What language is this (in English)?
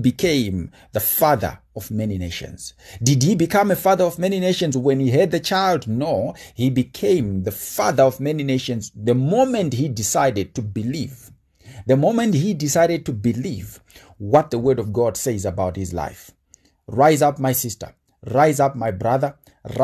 English